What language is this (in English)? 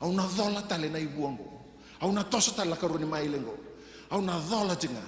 Fijian